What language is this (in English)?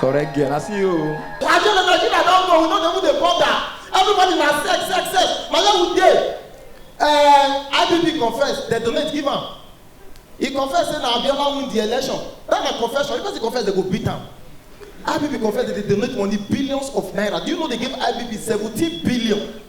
Nigerian Pidgin